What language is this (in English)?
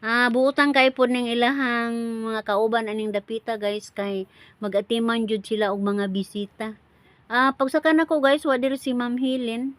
Cebuano